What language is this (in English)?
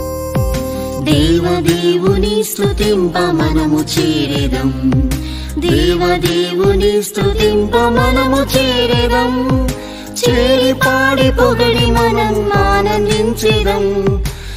Telugu